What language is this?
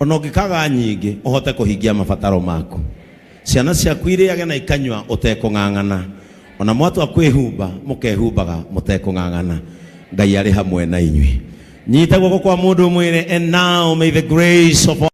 Kikuyu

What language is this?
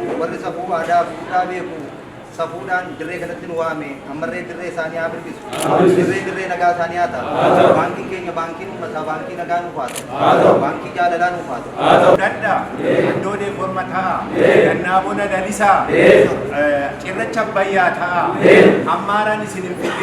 Oromo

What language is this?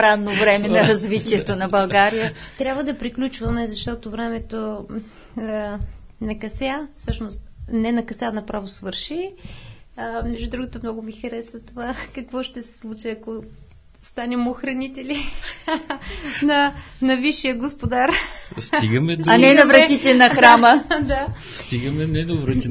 Bulgarian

